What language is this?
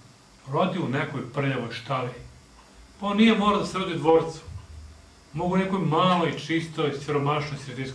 Serbian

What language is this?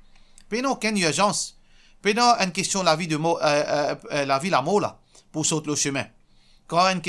Morisyen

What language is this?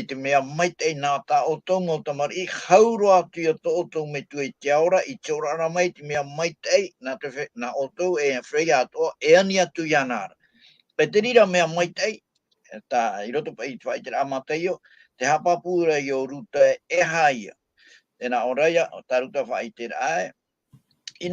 Tahitian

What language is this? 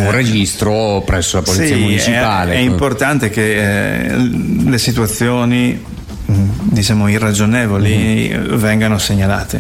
Italian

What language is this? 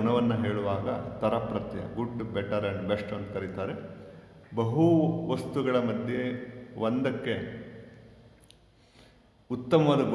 Kannada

